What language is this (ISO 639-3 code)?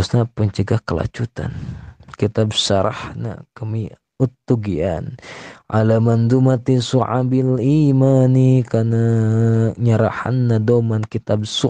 sun